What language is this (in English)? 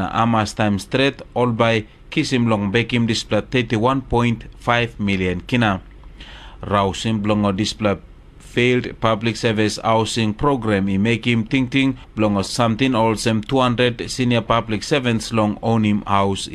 Tok Pisin